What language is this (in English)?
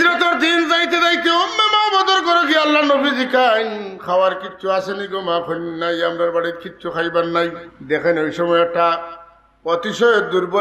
Sylheti